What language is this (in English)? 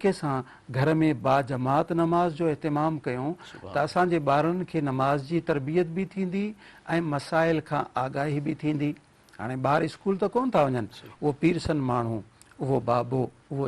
Sindhi